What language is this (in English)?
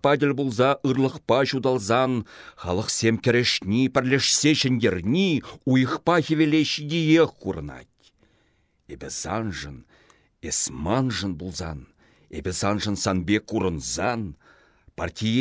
Chuvash